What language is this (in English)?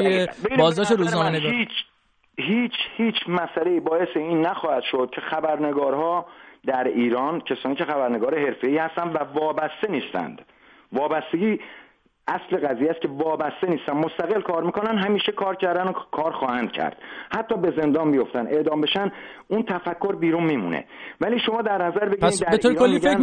Persian